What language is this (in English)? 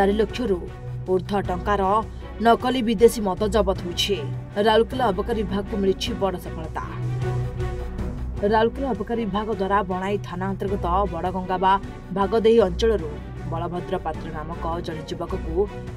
Odia